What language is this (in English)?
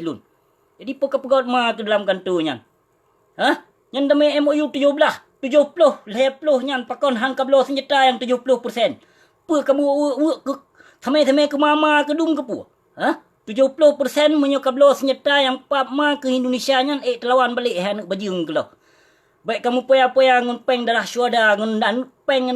Achinese